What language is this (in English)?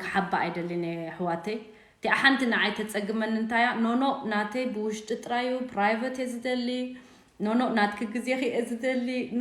Tigrinya